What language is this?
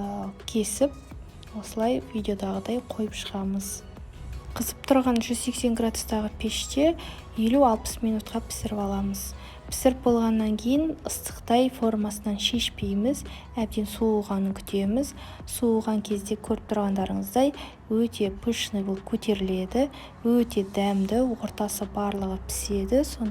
Kazakh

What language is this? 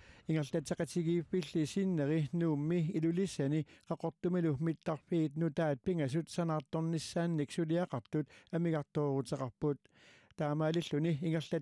Kalaallisut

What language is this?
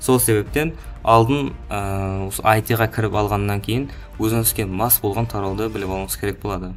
Kara-Kalpak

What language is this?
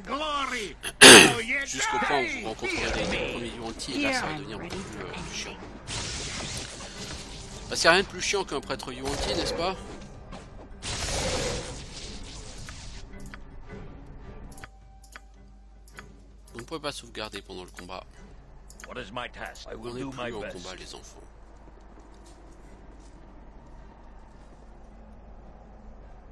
French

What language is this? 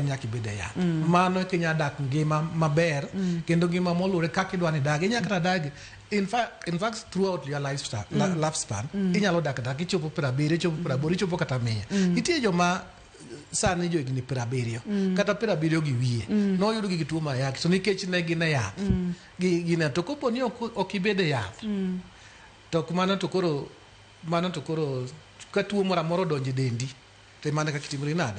Luo (Kenya and Tanzania)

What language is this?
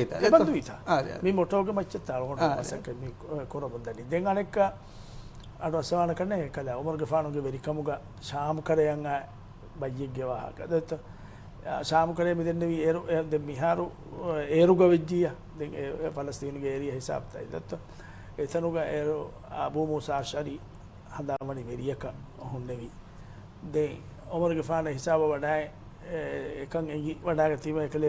Divehi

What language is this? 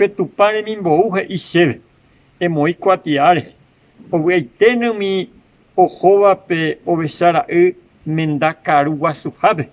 Guarani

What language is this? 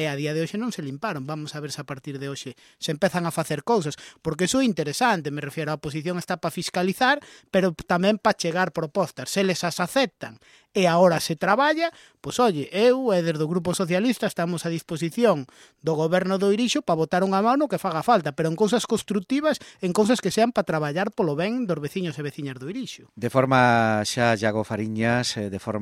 Galician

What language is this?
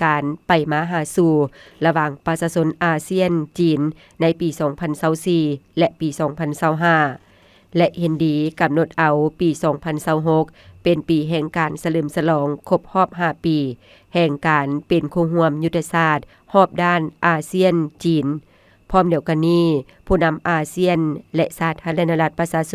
Lao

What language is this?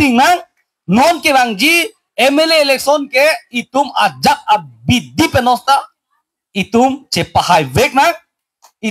Karbi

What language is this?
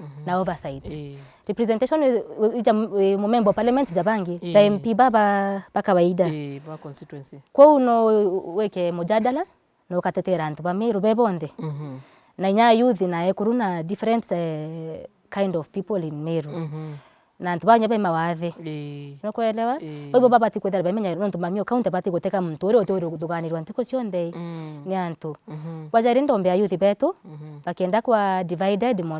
Meru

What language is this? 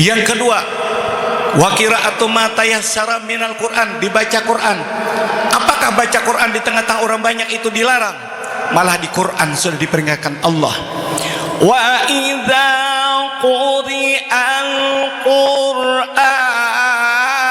Banjar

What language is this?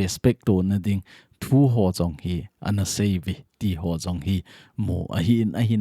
Thado Chin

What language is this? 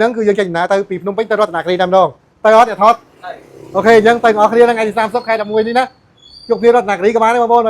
Khmer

